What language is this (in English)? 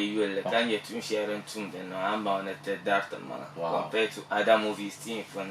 Dagbani